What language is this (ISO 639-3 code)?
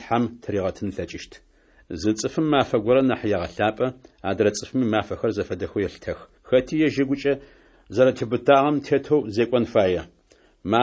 ady